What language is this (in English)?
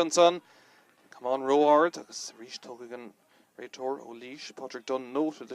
Irish